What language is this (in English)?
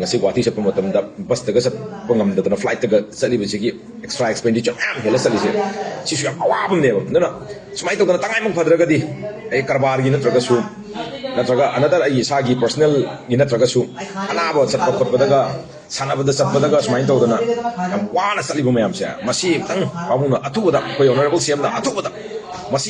Manipuri